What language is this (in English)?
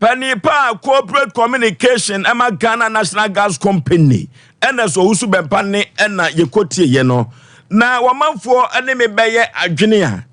Akan